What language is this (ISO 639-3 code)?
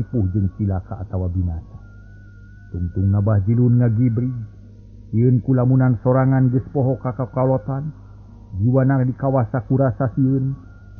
sun